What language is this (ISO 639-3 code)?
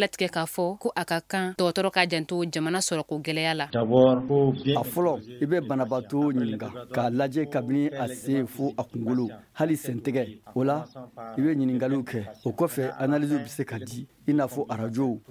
bam